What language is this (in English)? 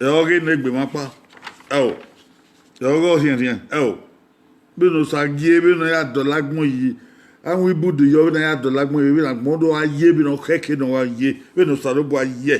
Bini